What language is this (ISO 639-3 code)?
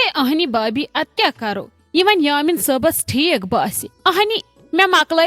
kas